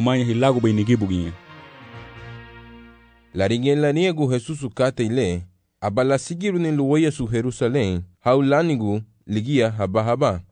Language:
Garifuna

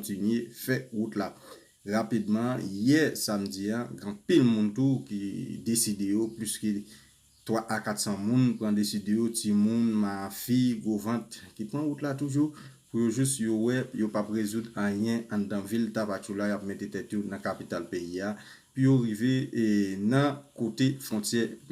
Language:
Haitian Creole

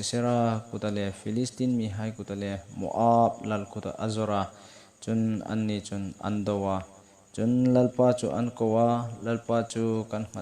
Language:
Hmar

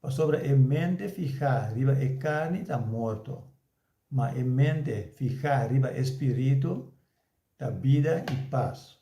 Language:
Papiamento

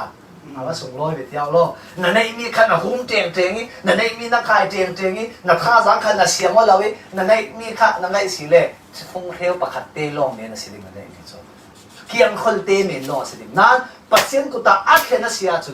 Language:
Falam Chin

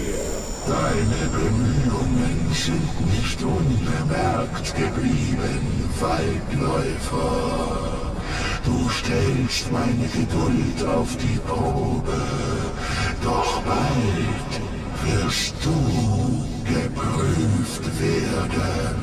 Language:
German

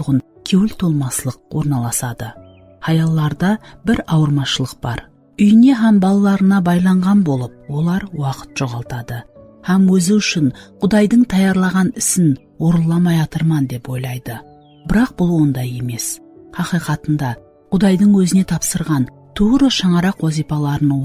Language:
Kara-Kalpak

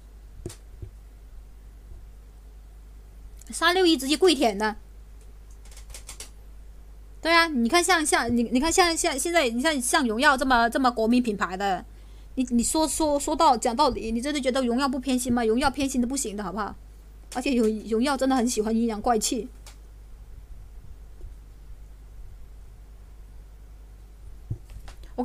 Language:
Chinese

